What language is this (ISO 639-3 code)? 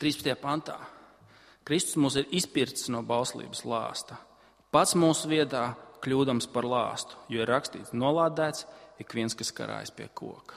lav